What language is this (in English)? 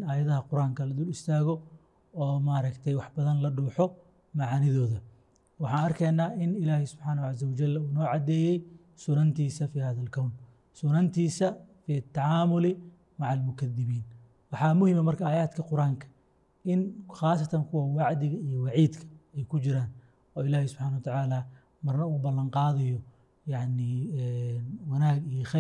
Somali